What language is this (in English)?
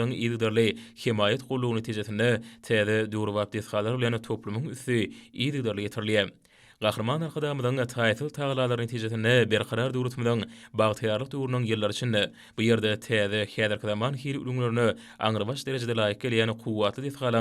Turkmen